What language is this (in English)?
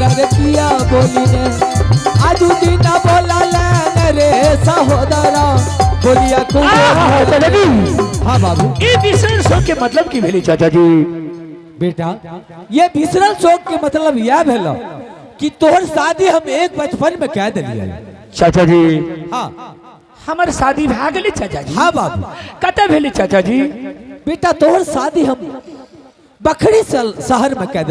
Angika